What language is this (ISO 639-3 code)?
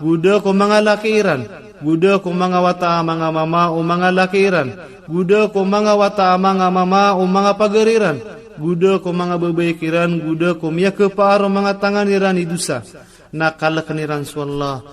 mrw